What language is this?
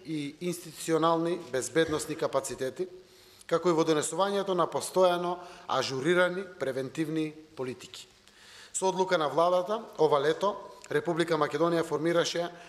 Macedonian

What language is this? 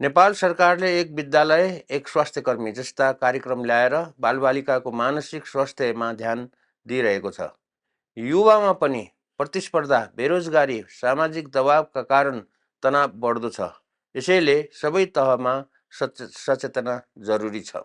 Nepali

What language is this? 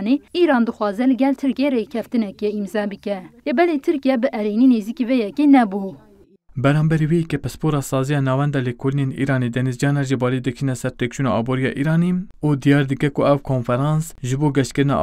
Kurdish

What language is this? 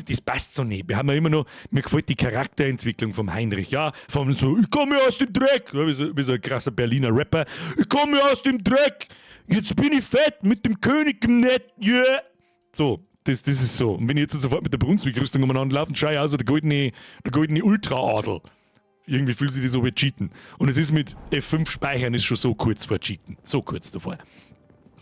Bavarian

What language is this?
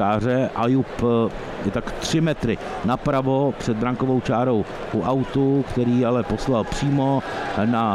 Czech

